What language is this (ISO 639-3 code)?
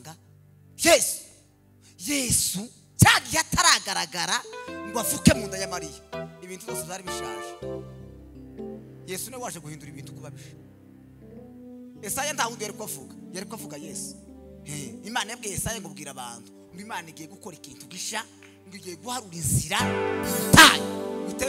kin